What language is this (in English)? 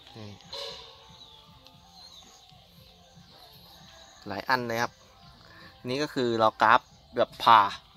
Thai